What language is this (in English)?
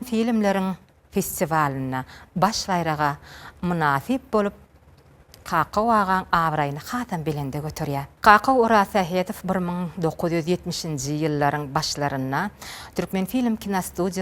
Turkmen